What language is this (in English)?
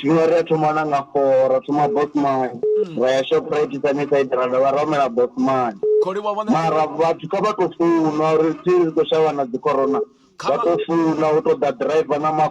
Venda